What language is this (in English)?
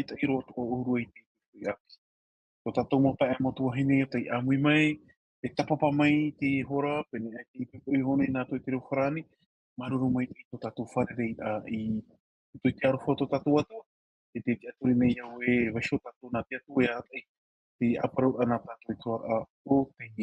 Tahitian